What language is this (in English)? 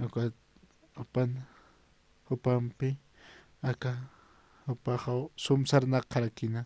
Aymara